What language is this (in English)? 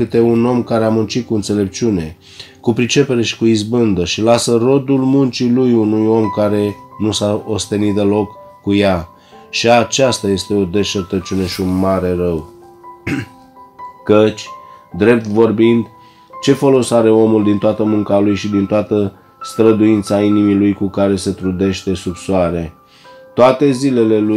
Romanian